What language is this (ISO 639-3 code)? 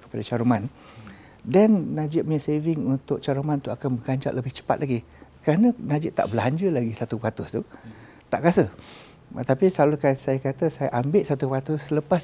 msa